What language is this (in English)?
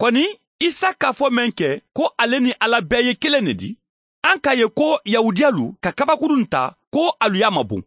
Mandingo